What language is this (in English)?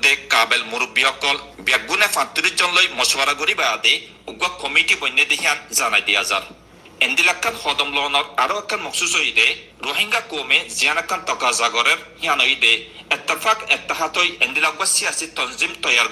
Rohingya